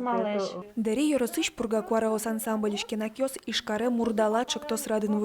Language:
Udmurt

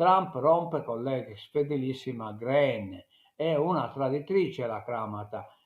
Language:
Sardinian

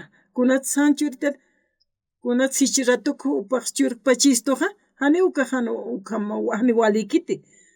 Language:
Aymara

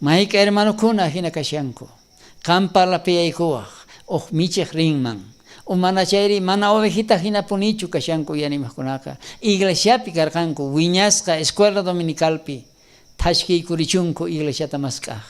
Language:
South Bolivian Quechua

